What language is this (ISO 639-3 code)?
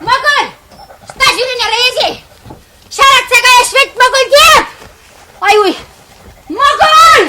chv